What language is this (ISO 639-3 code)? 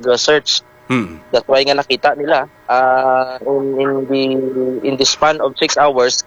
hil